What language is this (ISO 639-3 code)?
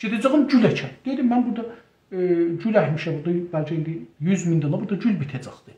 azb